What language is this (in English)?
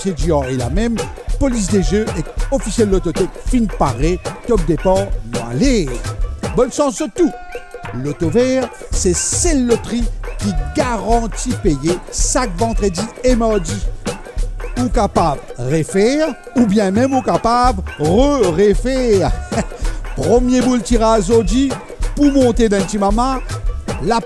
Morisyen